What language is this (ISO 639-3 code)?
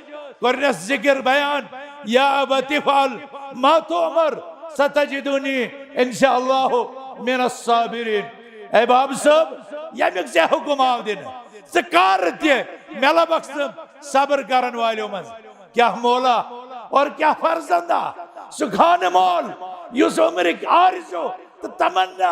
kas